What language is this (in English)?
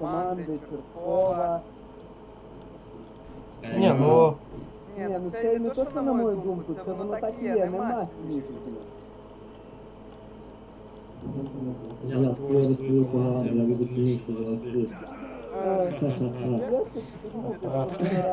Ukrainian